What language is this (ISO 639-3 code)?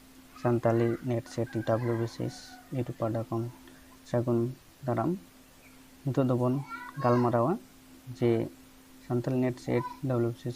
sat